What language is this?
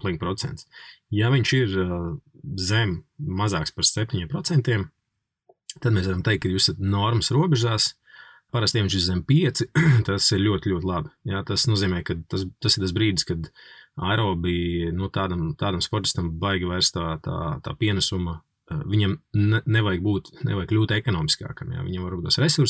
Latvian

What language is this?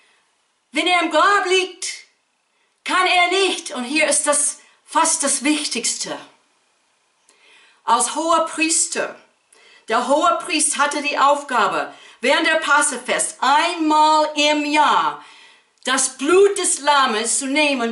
German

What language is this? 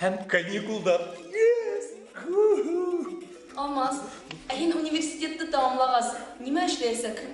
Bashkir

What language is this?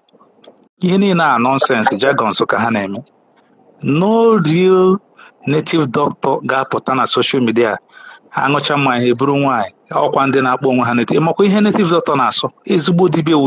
Igbo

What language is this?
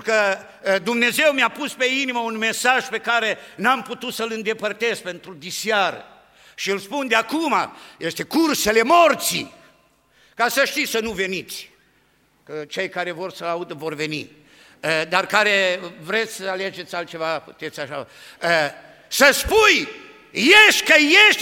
Romanian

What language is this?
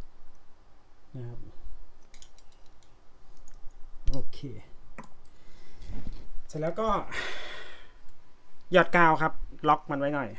Thai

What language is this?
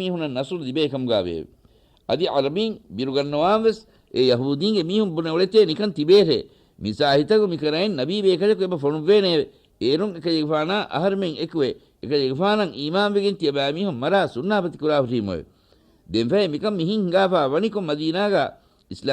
Divehi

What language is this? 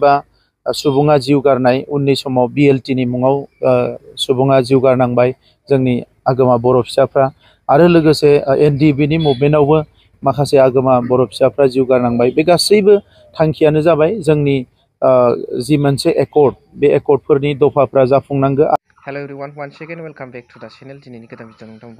Bodo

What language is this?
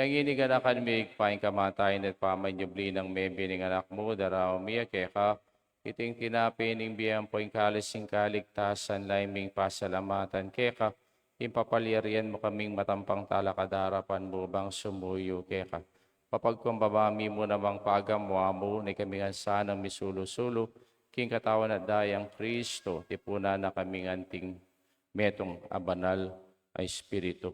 Pampanga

